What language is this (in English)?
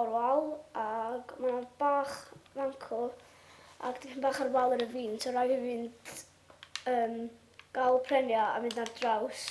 Welsh